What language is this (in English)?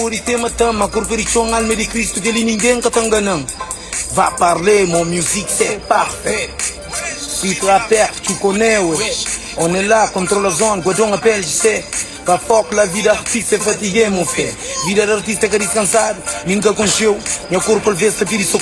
Kabuverdianu